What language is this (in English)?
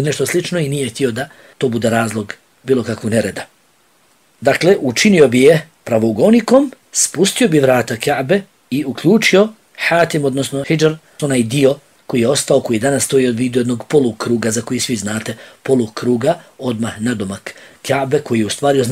Bosnian